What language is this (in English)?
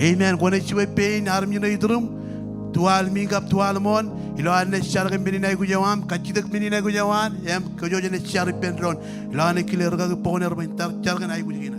Marshallese